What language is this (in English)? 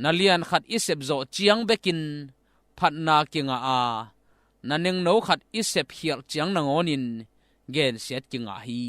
Tedim Chin